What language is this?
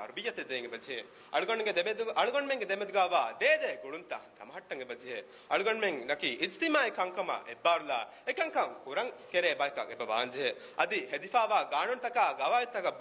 Divehi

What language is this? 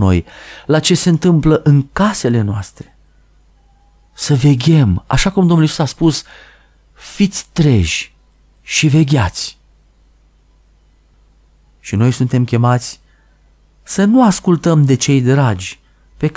Romanian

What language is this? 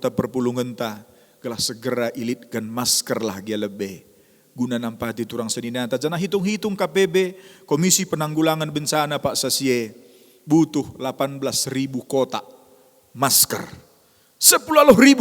Batak Karo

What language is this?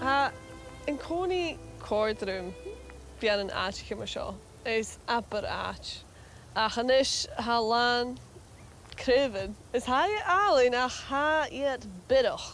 Scottish Gaelic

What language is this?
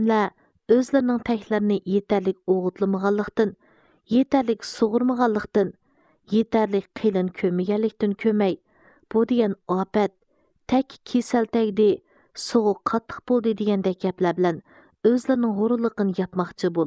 Uyghur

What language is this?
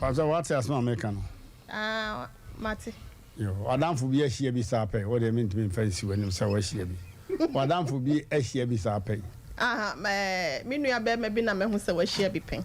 Akan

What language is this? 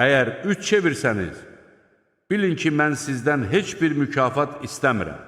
Azerbaijani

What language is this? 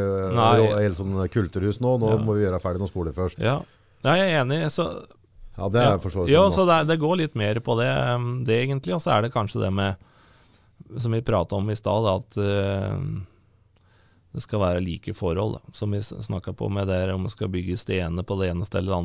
Norwegian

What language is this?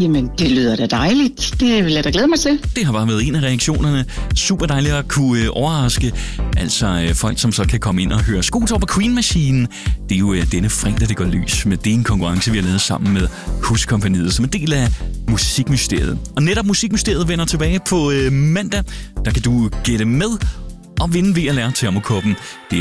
Danish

